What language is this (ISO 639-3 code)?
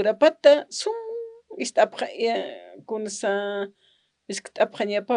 aym